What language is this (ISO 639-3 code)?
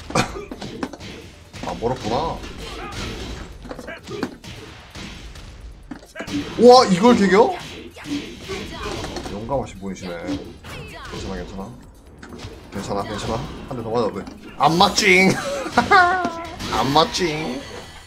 kor